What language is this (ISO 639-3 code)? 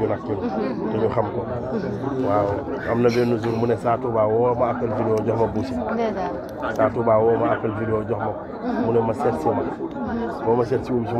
wol